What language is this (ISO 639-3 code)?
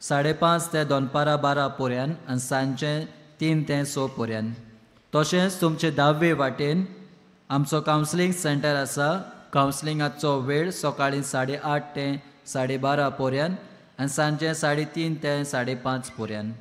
kok